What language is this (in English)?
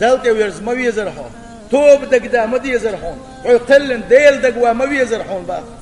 Chechen